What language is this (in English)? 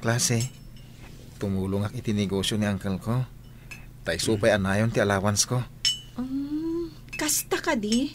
Iloko